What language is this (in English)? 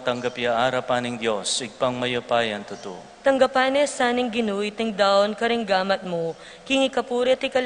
Pampanga